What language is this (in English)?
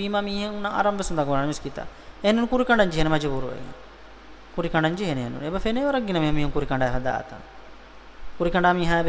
Divehi